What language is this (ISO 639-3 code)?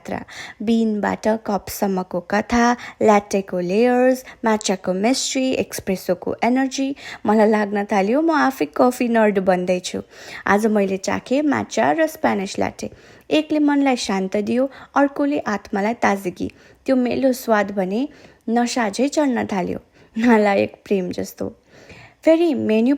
nep